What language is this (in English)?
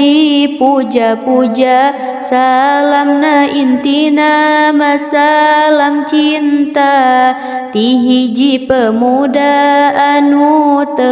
Sundanese